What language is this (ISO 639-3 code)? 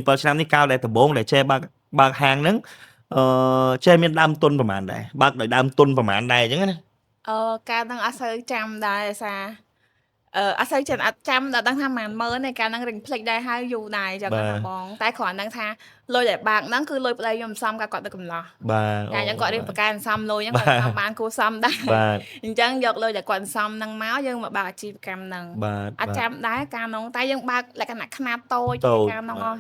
khm